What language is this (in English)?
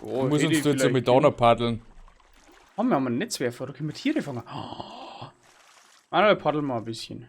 Bavarian